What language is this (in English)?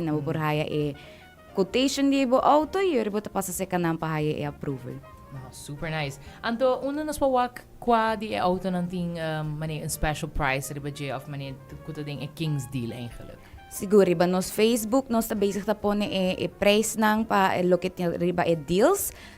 Papiamento